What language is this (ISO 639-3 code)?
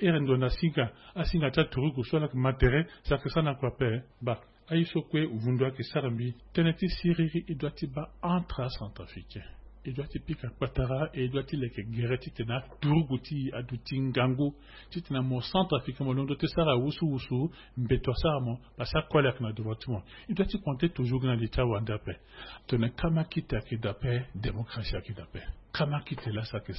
sag